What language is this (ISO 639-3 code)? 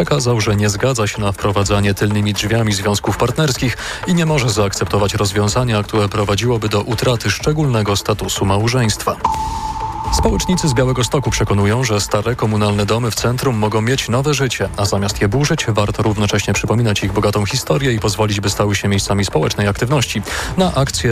pol